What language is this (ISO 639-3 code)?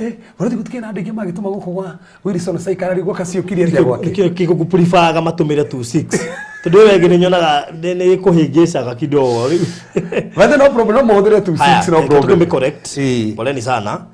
kik